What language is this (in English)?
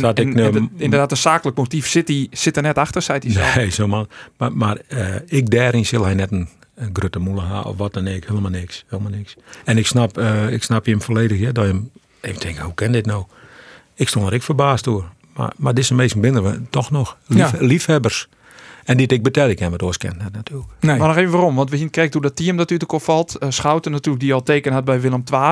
Western Frisian